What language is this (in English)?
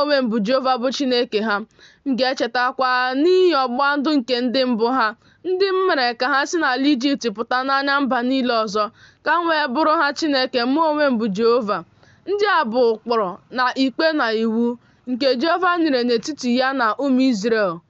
Igbo